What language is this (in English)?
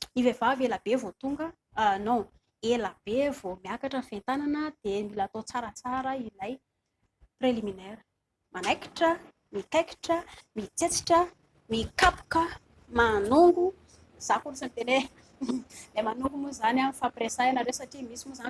Malagasy